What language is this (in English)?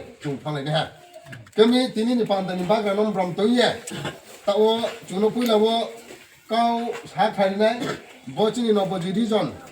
Riang (India)